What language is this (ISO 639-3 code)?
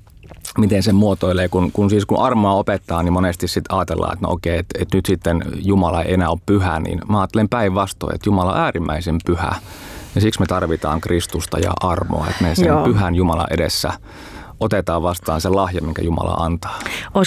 fin